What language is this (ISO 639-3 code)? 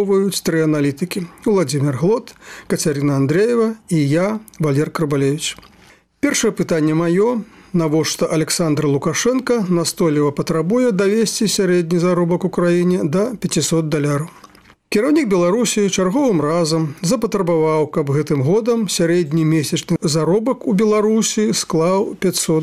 bel